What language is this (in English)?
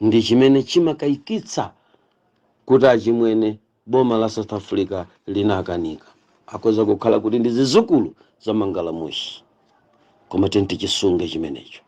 Nyanja